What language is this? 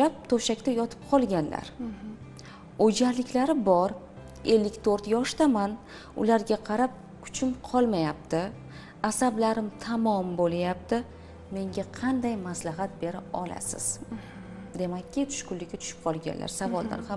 Uzbek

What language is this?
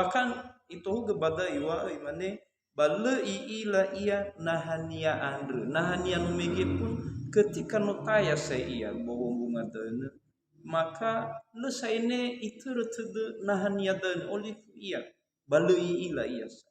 Nias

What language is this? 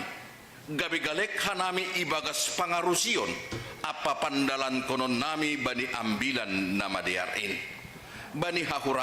Batak Simalungun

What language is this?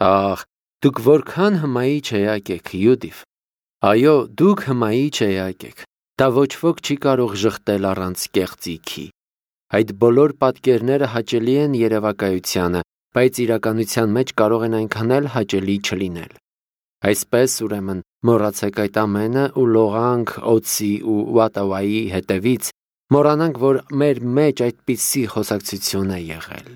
Armenian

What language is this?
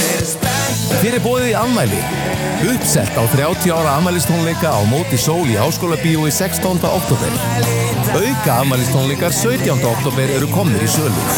Icelandic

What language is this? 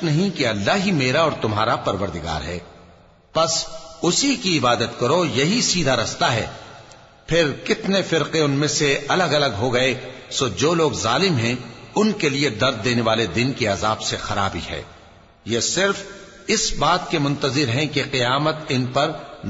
Urdu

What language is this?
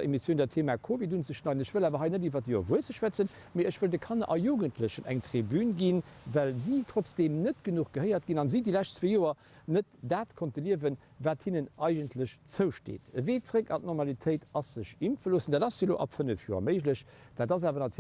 Luxembourgish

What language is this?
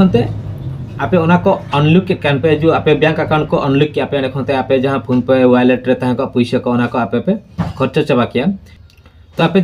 Santali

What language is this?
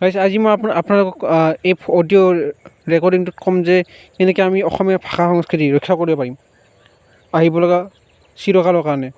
Assamese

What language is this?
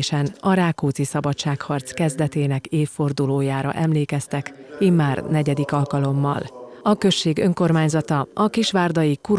Hungarian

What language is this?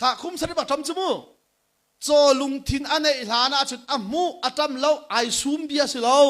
Hakha Chin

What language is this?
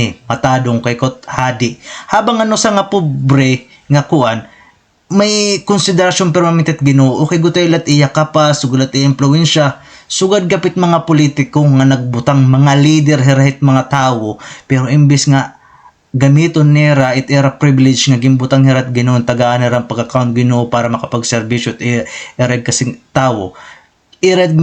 Waray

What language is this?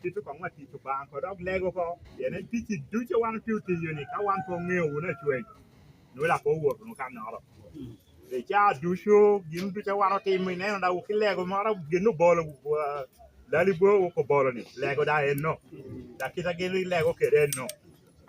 Lango (Uganda)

